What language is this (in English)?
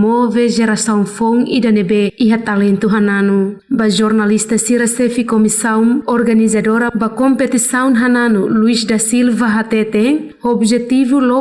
Tetum